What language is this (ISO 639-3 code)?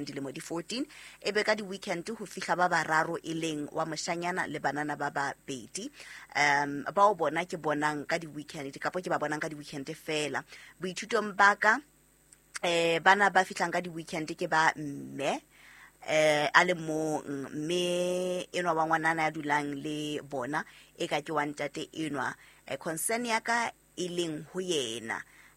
sot